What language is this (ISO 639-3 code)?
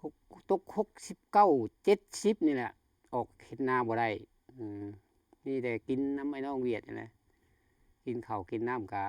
lao